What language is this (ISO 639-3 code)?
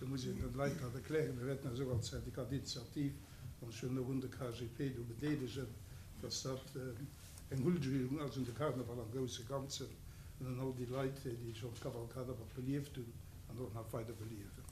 ltz